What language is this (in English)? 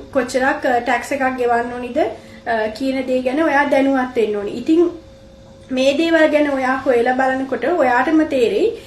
Sinhala